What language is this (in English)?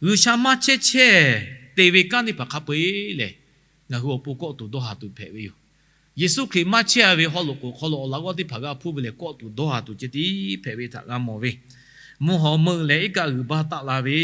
Lahu